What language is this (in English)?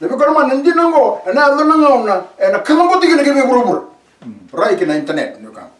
Fijian